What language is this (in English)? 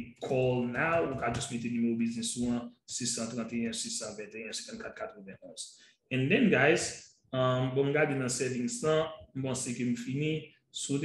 Haitian Creole